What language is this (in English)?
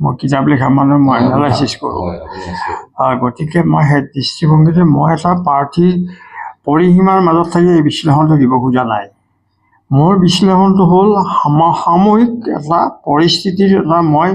Assamese